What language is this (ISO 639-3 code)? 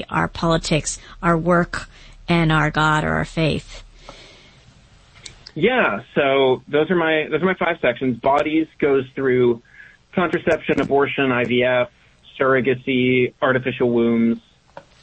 eng